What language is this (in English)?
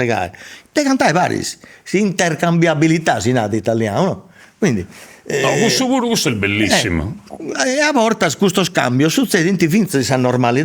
Sardinian